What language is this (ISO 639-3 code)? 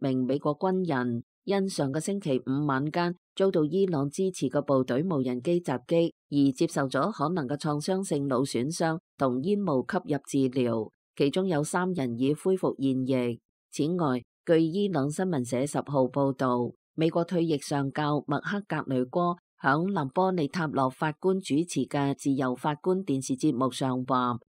yue